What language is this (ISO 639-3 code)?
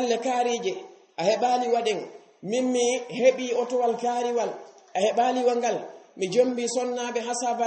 ful